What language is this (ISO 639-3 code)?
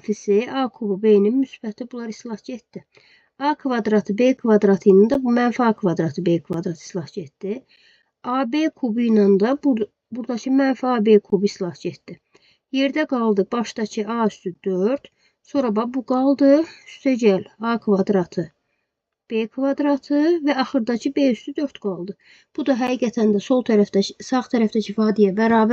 aze